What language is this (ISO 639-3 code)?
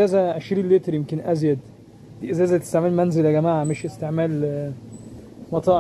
arz